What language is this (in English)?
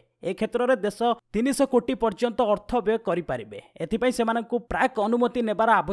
Odia